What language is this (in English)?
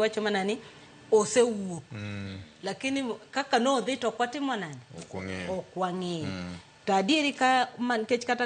Luo (Kenya and Tanzania)